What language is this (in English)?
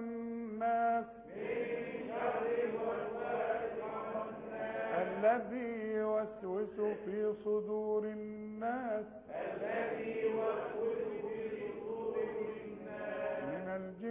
Arabic